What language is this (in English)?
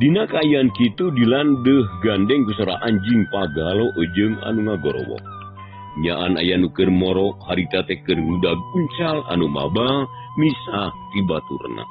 Sundanese